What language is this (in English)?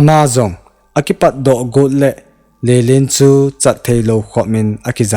Thado Chin